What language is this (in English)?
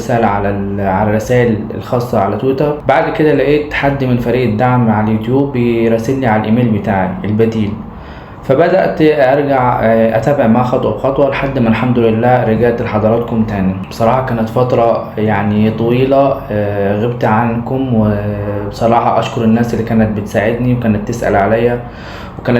Egyptian Arabic